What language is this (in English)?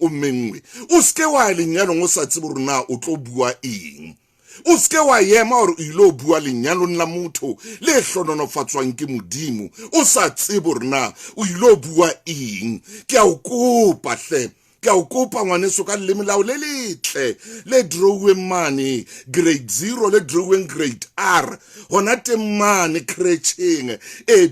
Southern Sotho